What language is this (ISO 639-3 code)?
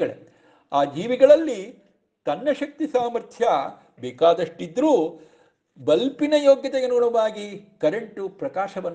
kan